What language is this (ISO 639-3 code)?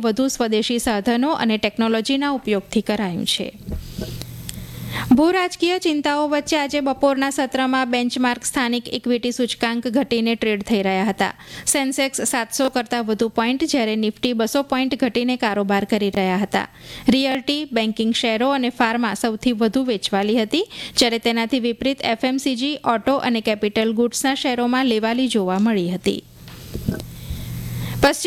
guj